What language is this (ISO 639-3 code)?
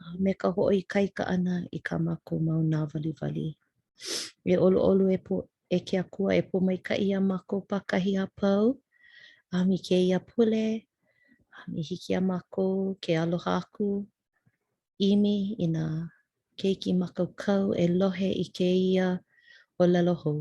haw